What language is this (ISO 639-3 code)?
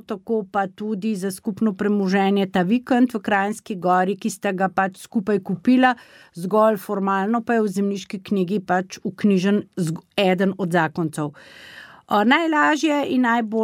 slv